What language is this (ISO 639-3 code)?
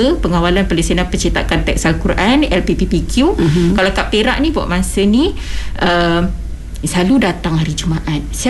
msa